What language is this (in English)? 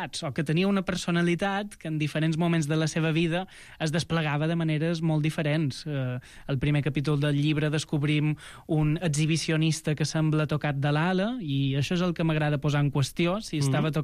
Catalan